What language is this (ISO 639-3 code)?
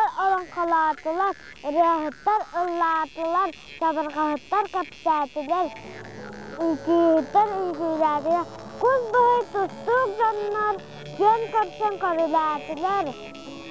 sah